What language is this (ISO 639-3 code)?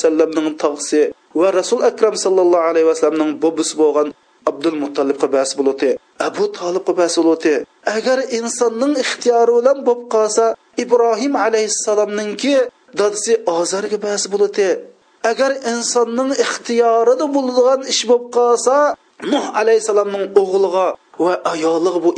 uig